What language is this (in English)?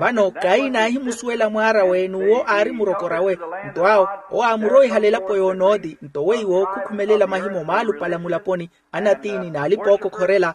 Makhuwa